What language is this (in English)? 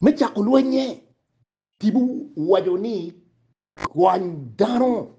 Acoli